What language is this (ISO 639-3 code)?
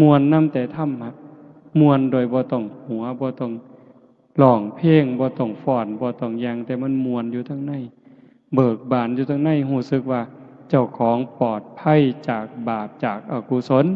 tts